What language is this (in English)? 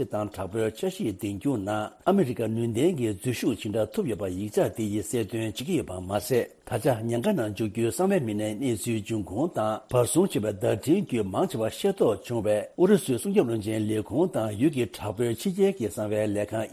Tibetan